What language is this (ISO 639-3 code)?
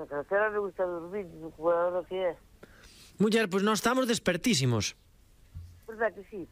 glg